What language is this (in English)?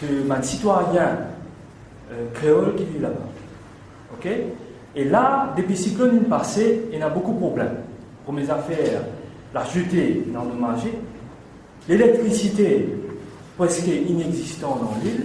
Morisyen